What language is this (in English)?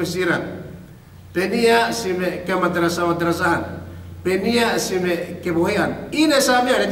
Yakan